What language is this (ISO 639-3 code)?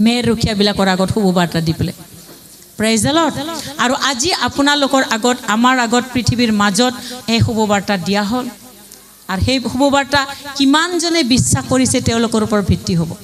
asm